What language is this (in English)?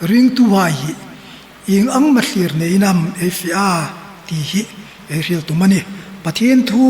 Hmar